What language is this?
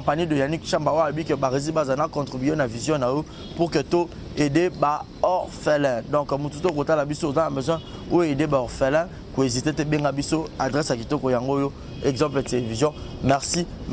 Lingala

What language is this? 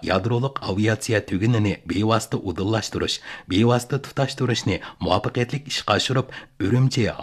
Uyghur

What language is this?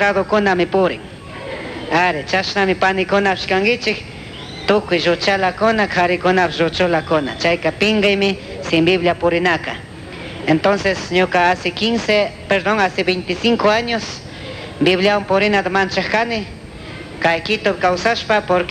Chimborazo Highland Quichua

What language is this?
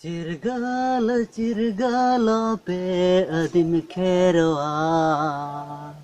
Santali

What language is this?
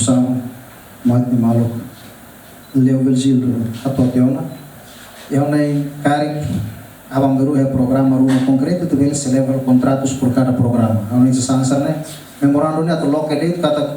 Tetum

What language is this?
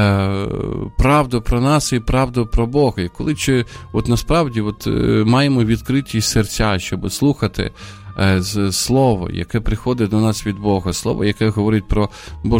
Ukrainian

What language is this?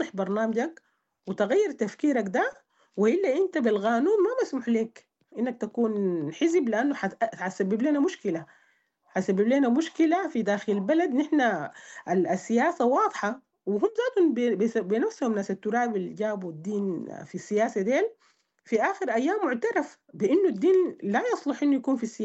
Sudanese Arabic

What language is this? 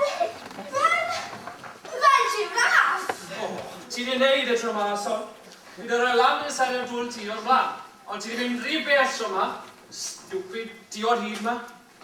Welsh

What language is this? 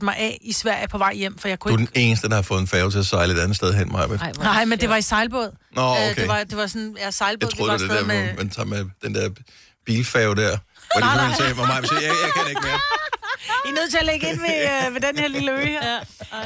Danish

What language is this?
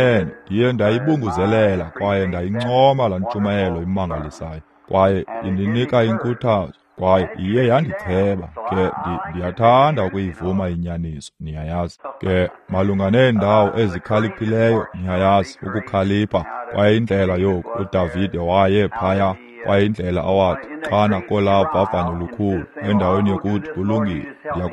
Xhosa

